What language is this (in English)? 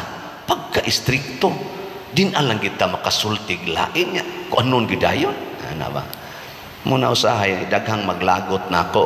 Cebuano